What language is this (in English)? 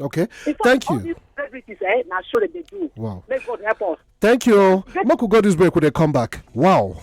Nigerian Pidgin